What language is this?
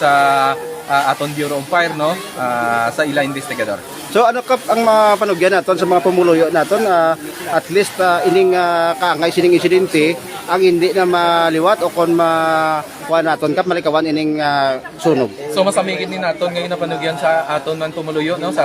Hiligaynon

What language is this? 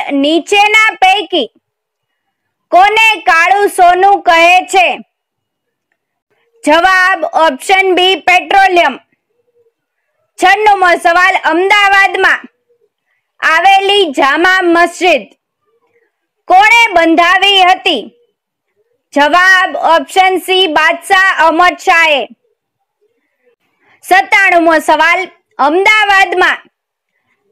Gujarati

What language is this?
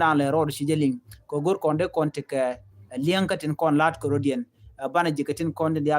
Nuer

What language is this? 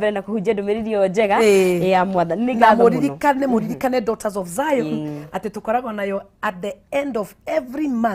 Kikuyu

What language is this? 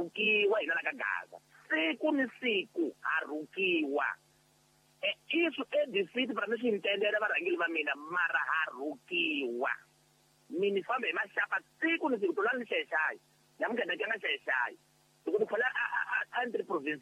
Tsonga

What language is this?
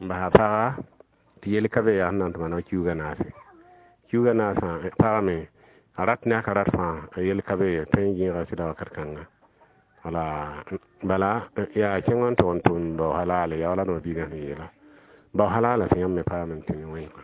Mossi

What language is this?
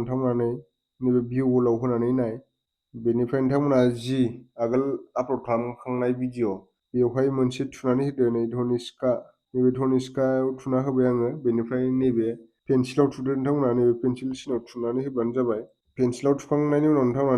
Bodo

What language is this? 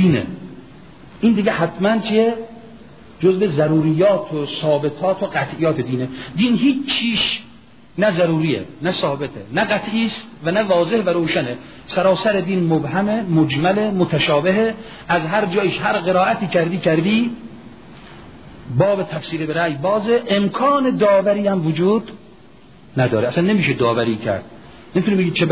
Persian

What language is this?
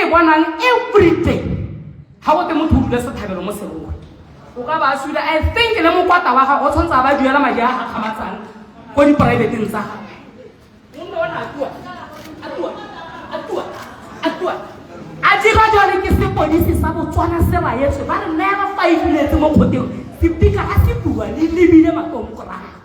Tswana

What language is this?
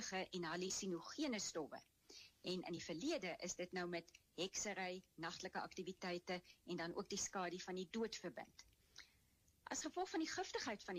Afrikaans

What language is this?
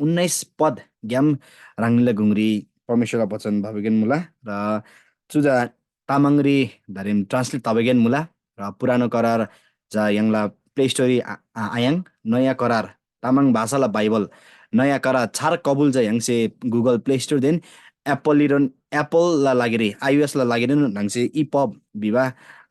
Eastern Tamang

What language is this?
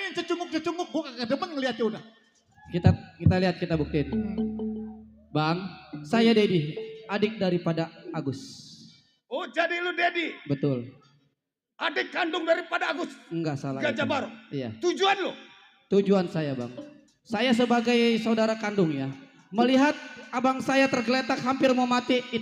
Betawi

